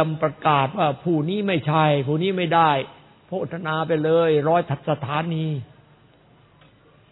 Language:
Thai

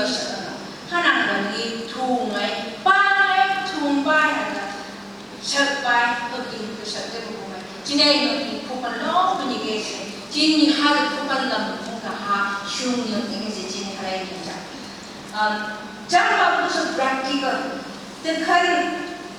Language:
Phom Naga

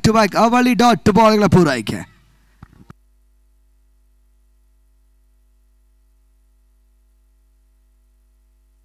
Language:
Kannada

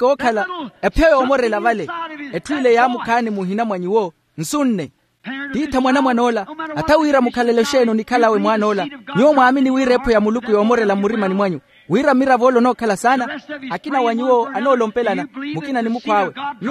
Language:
Makhuwa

